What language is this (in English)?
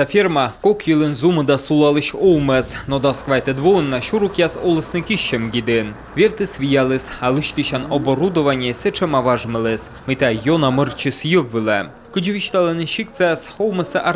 Komi